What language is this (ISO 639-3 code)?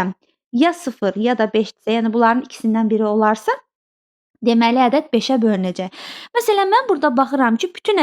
aze